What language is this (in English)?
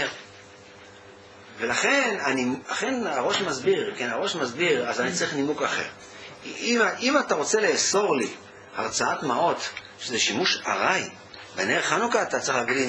Hebrew